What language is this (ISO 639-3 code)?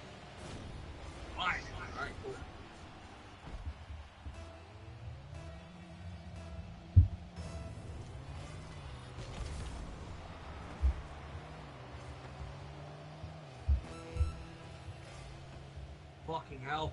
eng